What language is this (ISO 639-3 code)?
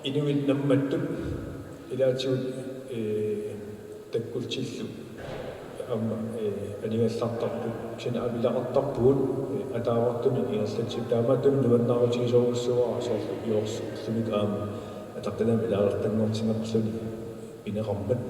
kal